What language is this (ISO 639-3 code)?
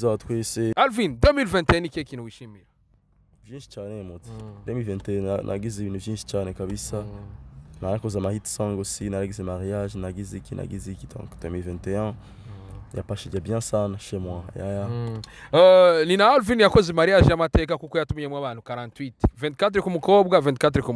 run